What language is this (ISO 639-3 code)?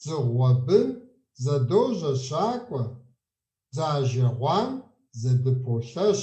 kbd